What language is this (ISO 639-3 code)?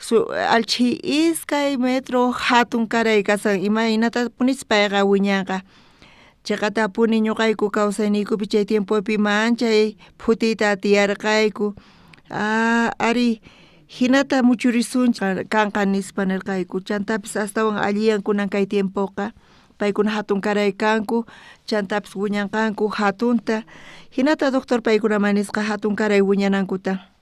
quh